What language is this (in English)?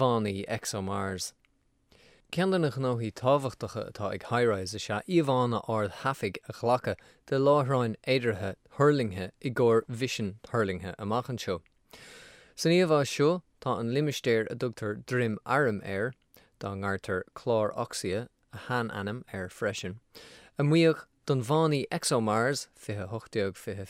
Irish